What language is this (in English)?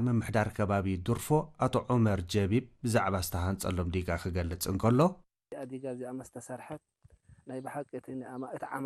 Tigrinya